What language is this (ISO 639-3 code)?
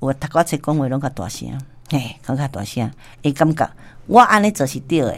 nan